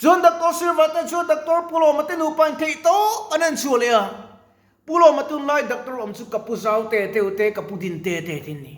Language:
Mizo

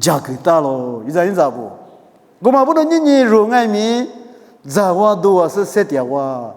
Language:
Lisu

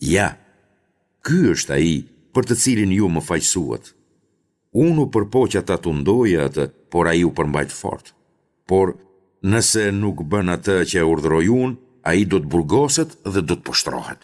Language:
Albanian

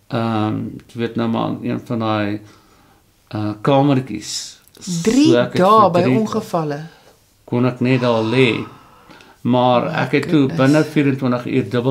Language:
Afrikaans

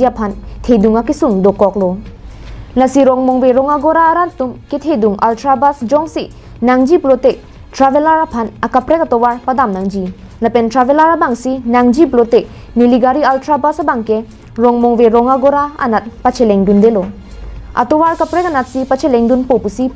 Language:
Karbi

